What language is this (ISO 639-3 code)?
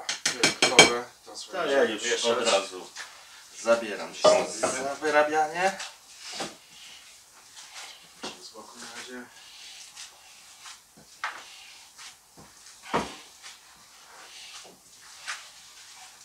pol